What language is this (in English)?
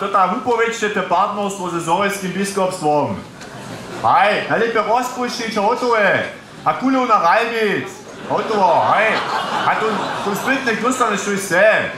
Upper Sorbian